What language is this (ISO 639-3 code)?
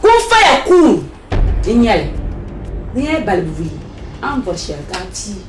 dag